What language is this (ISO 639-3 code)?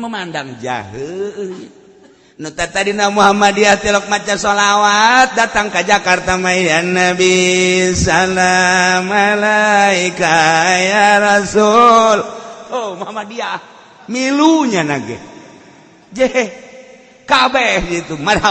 sun